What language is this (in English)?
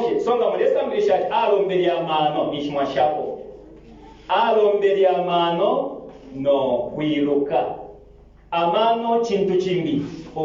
Bemba